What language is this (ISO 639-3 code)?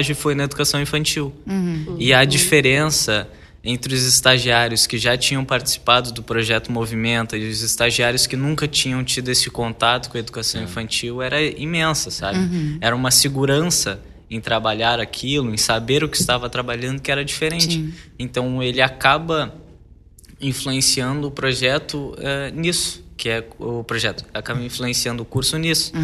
por